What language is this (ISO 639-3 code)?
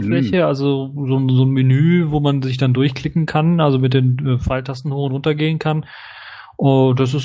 deu